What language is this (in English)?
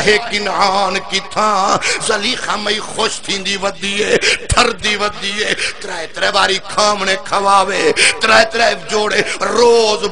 Saraiki